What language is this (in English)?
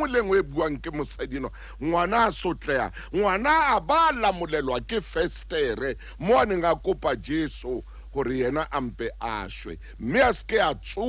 Southern Sotho